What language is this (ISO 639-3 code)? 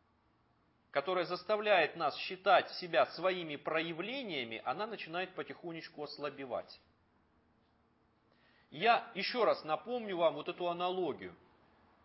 rus